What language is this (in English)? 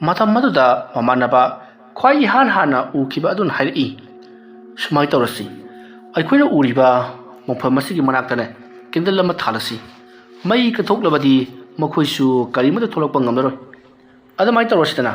Manipuri